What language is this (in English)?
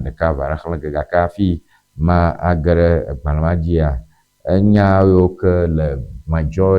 Ewe